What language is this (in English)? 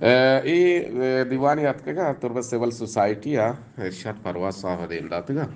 Eastern Balochi